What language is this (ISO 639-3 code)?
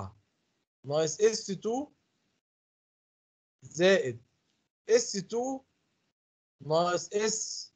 arz